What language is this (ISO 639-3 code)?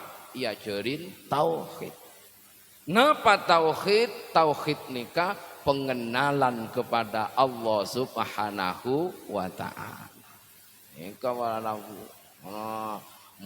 mad